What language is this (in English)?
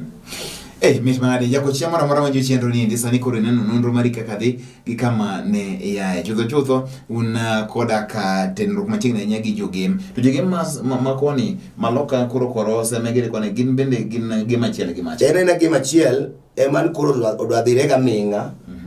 Luo (Kenya and Tanzania)